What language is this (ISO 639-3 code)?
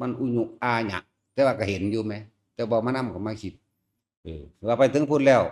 lao